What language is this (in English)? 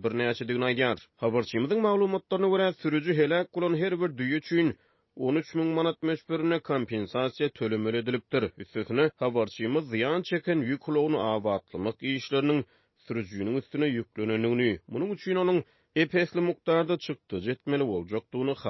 Turkmen